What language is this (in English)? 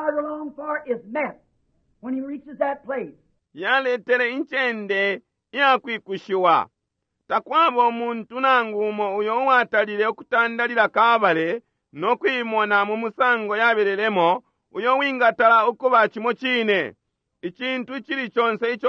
Bemba